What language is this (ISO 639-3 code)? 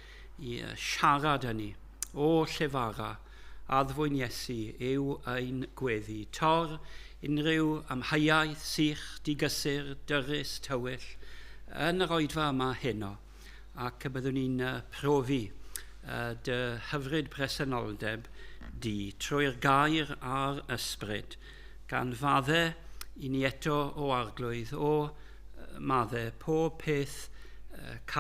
cym